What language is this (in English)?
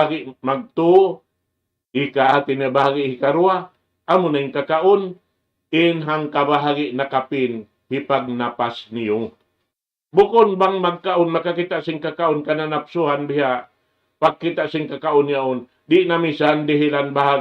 Tausug